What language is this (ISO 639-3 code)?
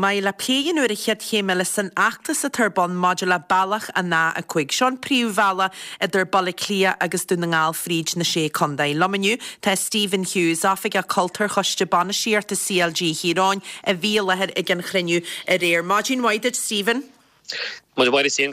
gle